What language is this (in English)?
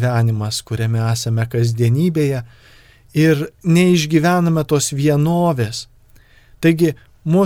Lithuanian